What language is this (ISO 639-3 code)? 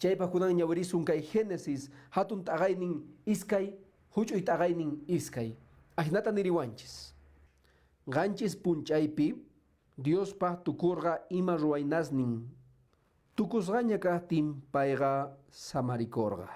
que